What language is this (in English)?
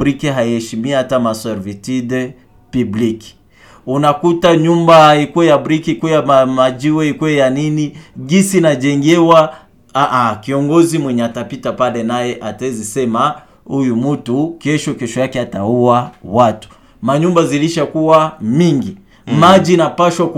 Swahili